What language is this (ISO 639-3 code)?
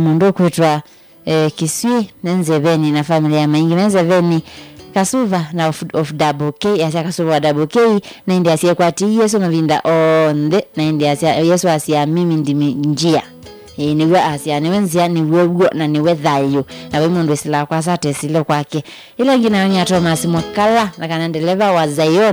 kam